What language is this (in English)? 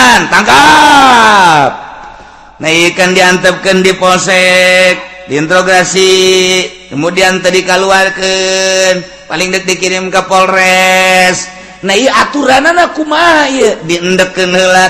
Sundanese